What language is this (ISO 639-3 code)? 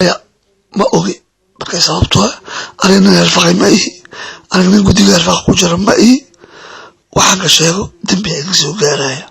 som